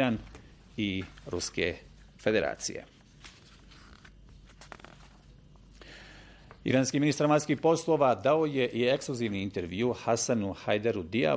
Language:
Bosnian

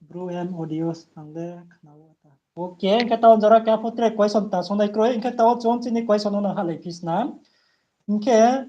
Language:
Riang (India)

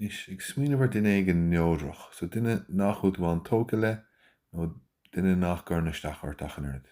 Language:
Irish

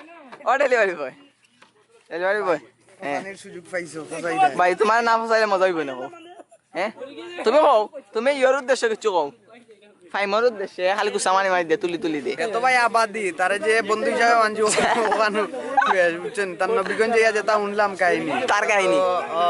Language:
Sylheti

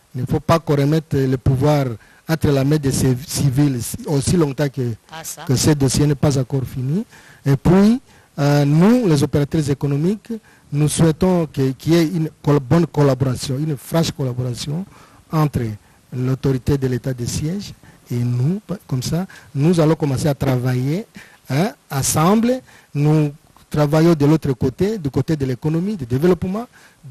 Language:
French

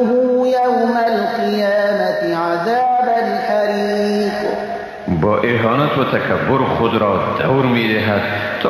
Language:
Persian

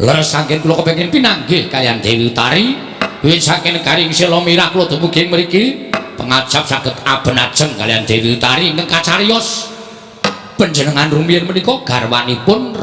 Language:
Javanese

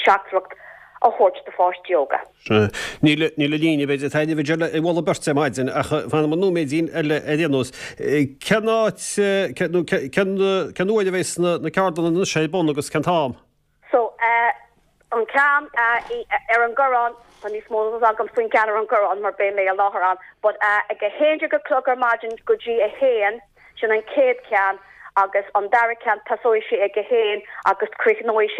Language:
Irish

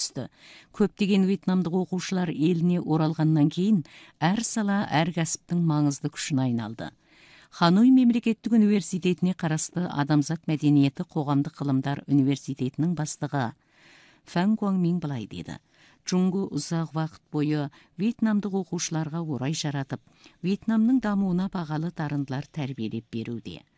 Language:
Kazakh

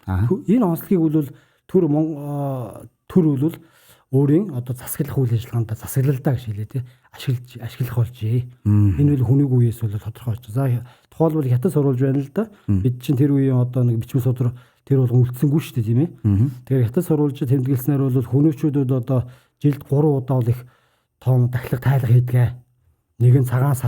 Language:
Mongolian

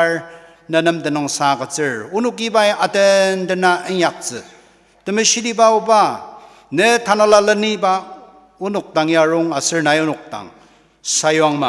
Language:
Ao Naga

